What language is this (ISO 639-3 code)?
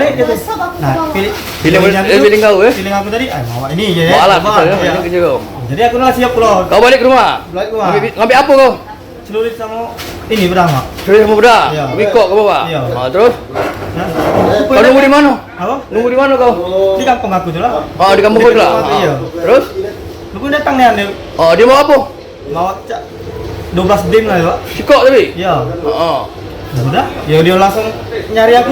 mui